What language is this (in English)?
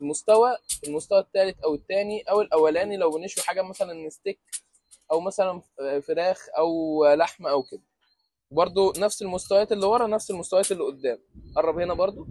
Egyptian Arabic